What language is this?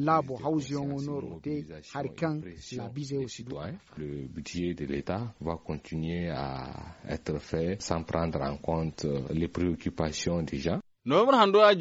Zarma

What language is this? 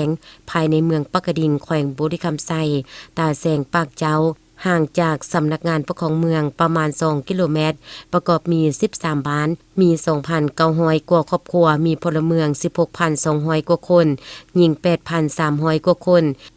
Lao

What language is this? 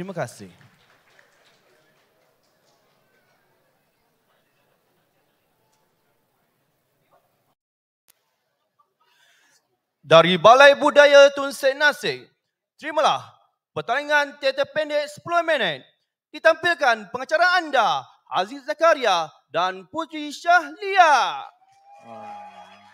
Malay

